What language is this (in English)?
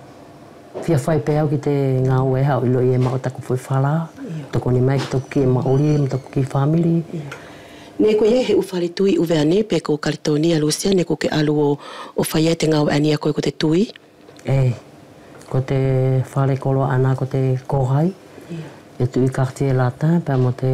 Wallisian